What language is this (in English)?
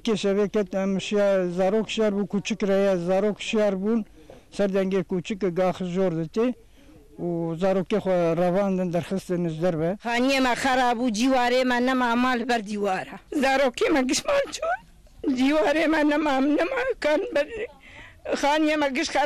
Kurdish